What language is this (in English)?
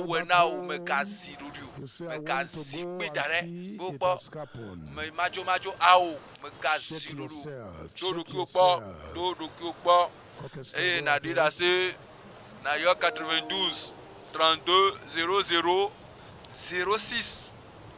Ewe